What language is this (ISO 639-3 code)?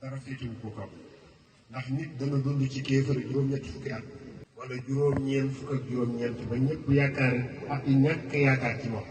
wol